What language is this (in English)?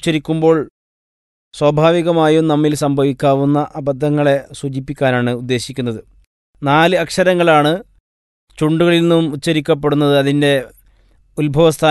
Malayalam